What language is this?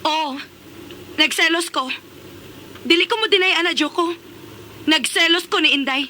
Cebuano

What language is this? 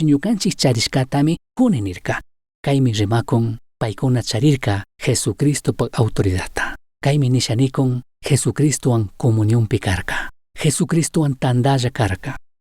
Chimborazo Highland Quichua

